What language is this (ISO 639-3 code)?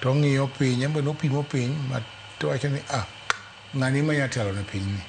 luo